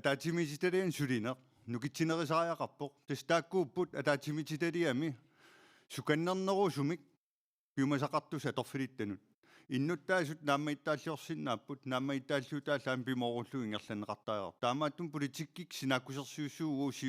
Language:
Kalaallisut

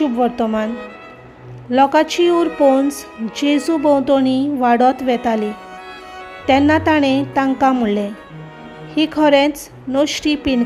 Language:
Konkani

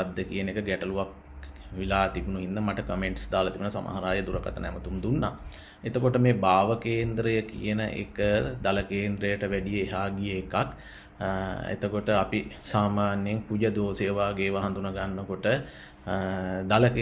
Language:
Sinhala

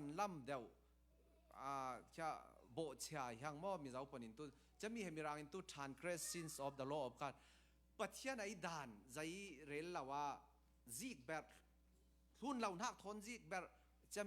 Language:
Falam Chin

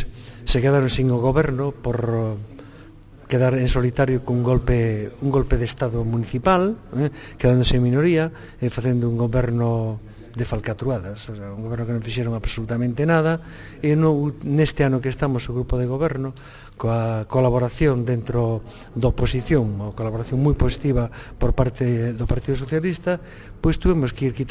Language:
Galician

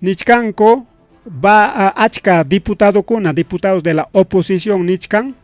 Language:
Ayacucho Quechua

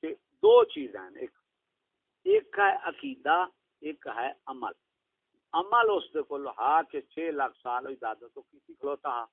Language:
Saraiki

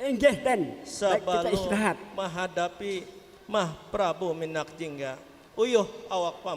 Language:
Banjar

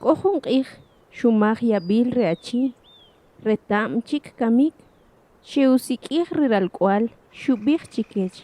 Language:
Kʼicheʼ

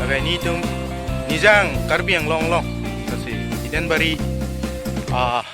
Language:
Karbi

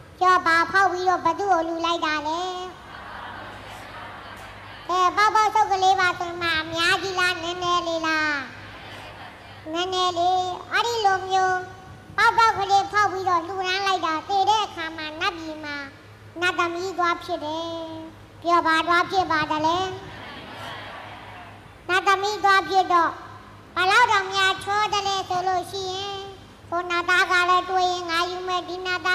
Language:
Burmese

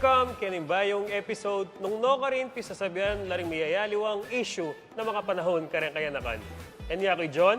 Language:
Pampanga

